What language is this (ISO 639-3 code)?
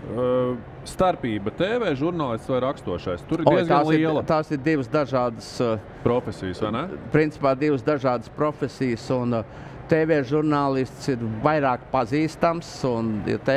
lav